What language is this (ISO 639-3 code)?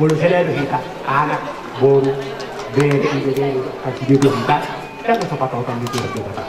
bbc